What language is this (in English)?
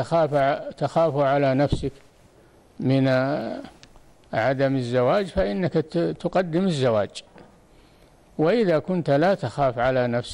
Arabic